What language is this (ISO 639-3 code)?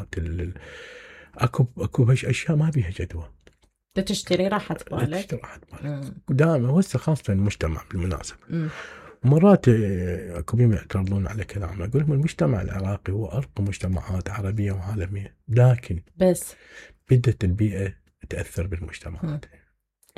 acm